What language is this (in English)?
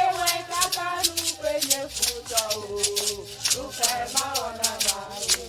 Ewe